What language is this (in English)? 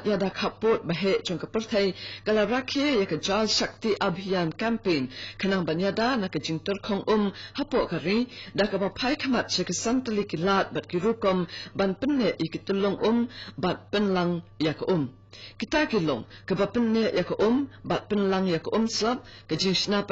Khasi